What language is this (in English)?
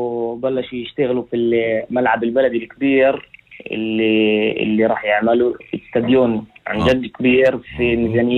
North Levantine Arabic